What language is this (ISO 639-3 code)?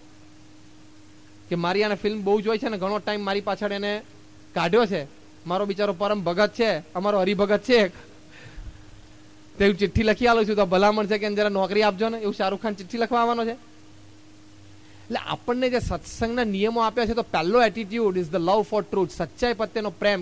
guj